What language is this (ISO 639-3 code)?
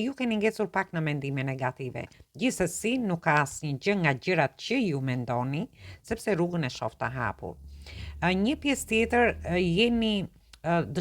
sqi